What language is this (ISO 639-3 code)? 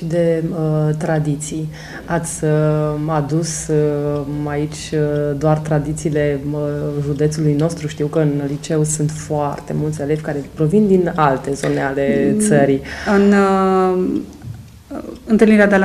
ron